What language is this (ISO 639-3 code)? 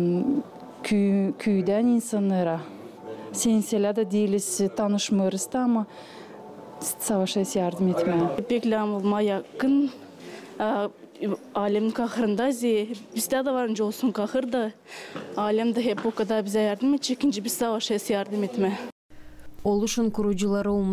gag